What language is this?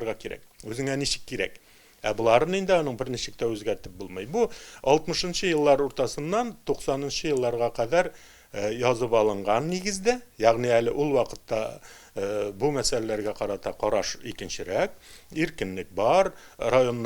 Tatar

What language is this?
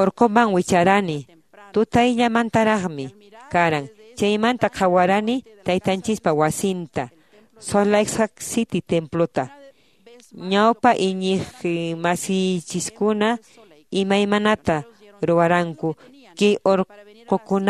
Quechua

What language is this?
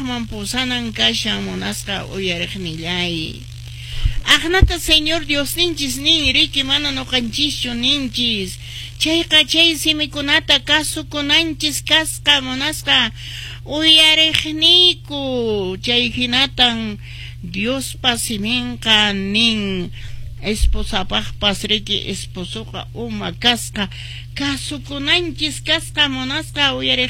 Quechua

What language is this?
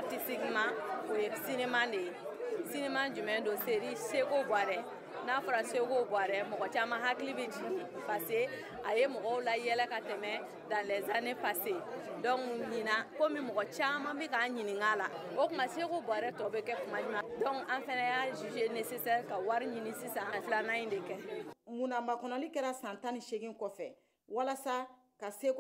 Bambara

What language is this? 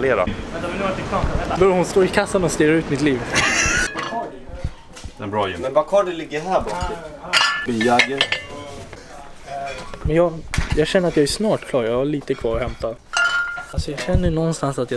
Swedish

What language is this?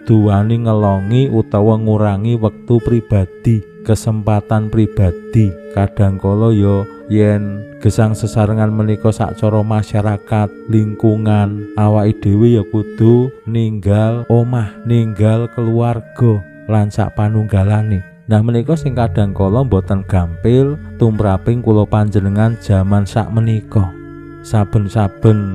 Javanese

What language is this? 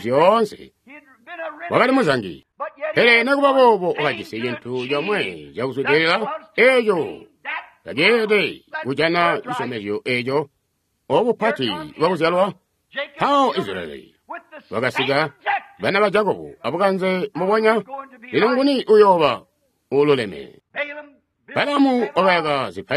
Tonga (Zambia)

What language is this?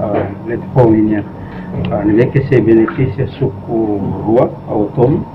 Tetum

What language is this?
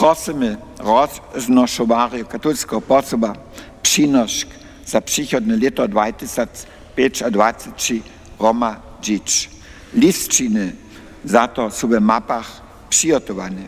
Upper Sorbian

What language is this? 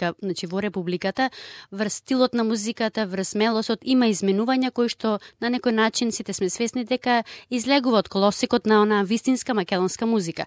Macedonian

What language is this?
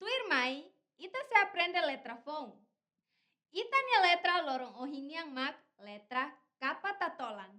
Tetum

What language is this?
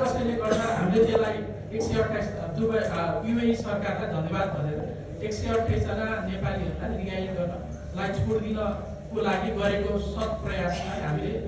Nepali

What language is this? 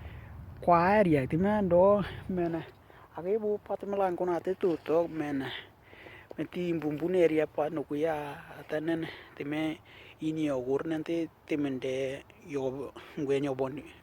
Western Dani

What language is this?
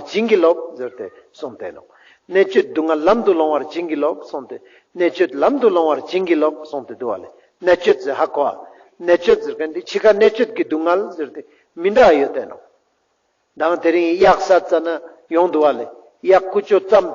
Ladakhi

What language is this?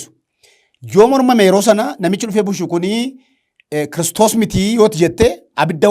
Oromo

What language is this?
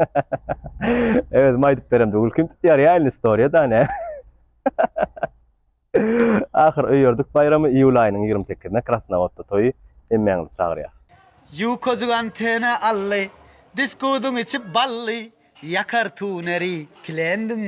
Turkmen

